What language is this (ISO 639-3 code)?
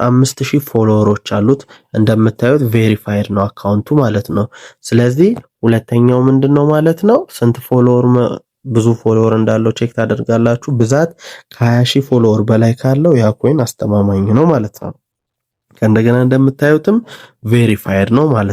amh